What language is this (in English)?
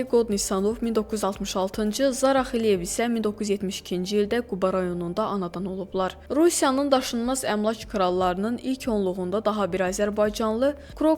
Azerbaijani